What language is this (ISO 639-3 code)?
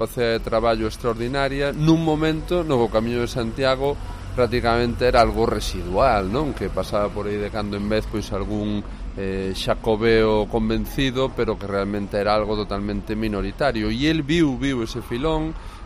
glg